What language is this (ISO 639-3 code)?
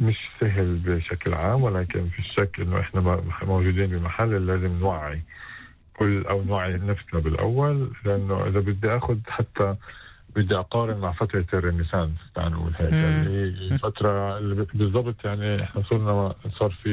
apc